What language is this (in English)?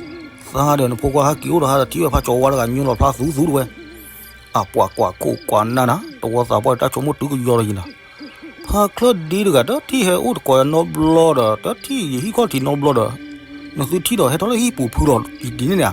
S'gaw Karen